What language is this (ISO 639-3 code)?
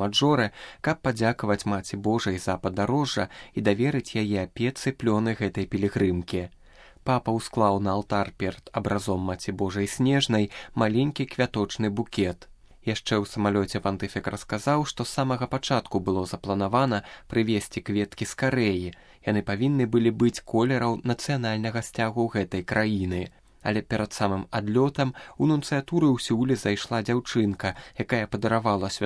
bel